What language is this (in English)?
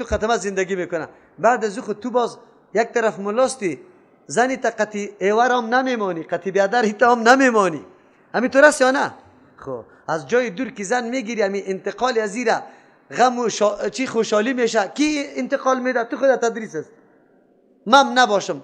Persian